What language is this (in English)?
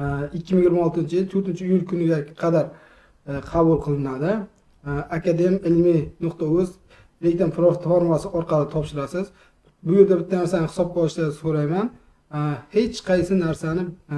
Uzbek